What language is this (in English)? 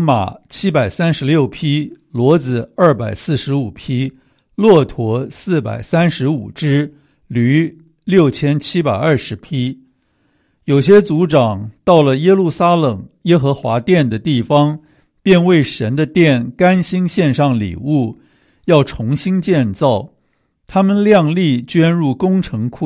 Chinese